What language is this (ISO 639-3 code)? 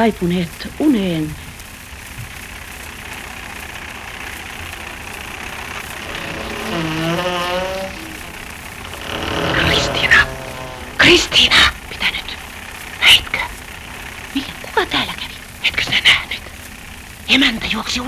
fin